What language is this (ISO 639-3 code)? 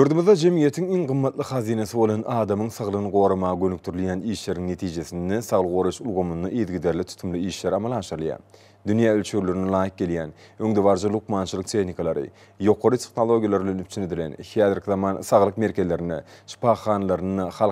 tuk